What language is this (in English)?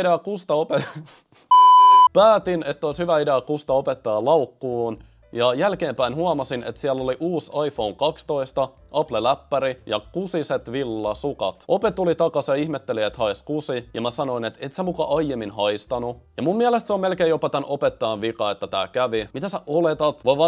Finnish